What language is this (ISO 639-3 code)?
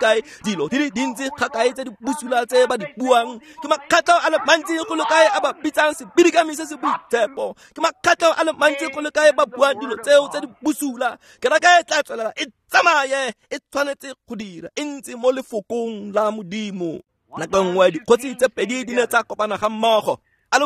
tsn